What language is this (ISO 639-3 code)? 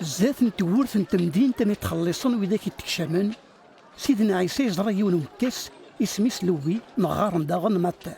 kab